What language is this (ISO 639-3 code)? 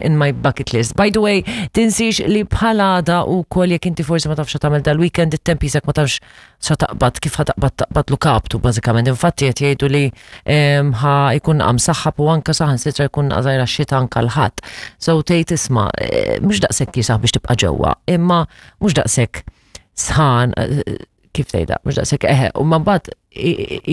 mlt